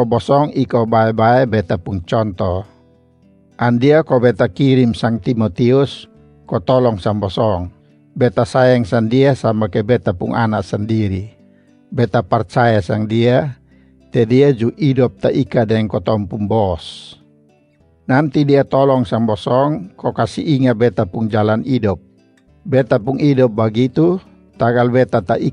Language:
Kupang Malay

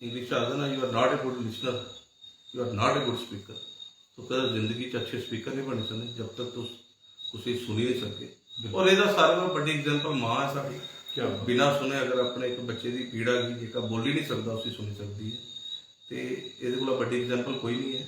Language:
Dogri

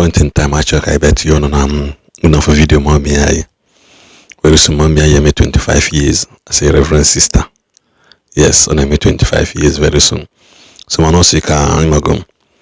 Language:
Igbo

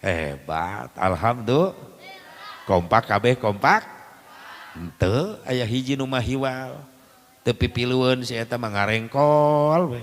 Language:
Sundanese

